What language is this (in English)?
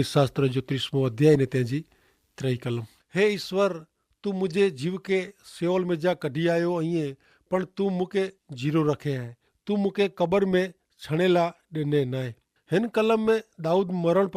Kachhi